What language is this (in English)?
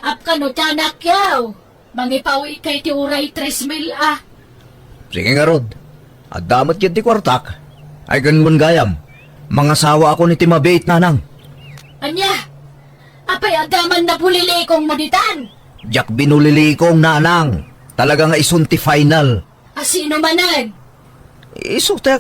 Iloko